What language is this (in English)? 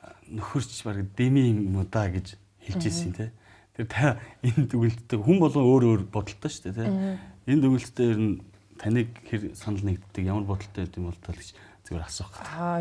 Mongolian